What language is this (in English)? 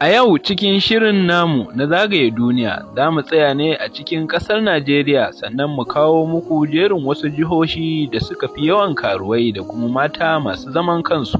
Hausa